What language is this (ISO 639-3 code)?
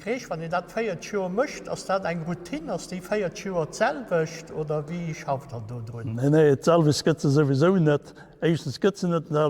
ltz